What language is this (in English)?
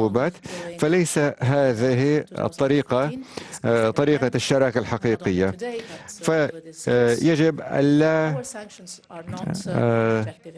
Arabic